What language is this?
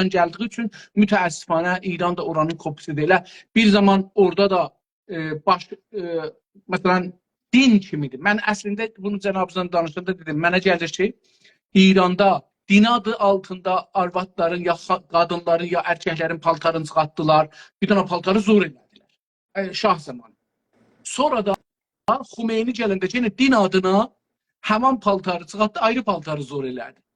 South Azerbaijani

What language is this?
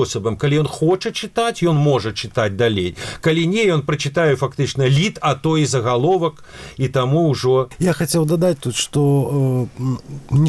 Belarusian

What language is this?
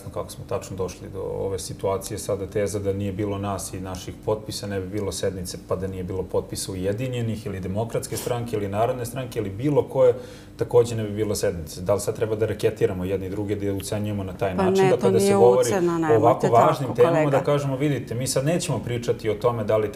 Serbian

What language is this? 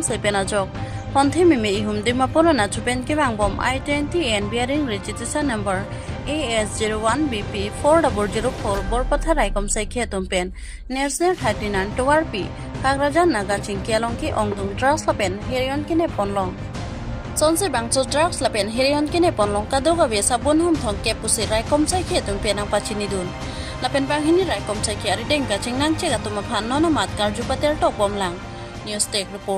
Karbi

